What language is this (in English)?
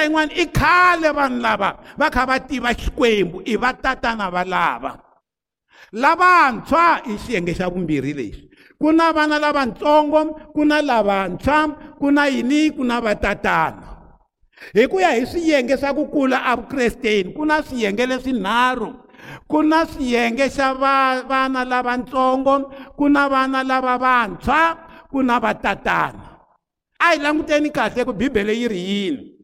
Tsonga